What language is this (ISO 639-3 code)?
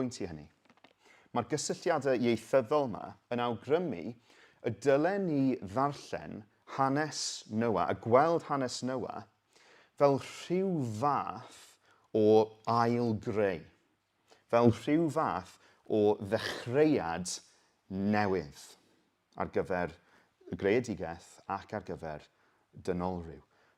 cym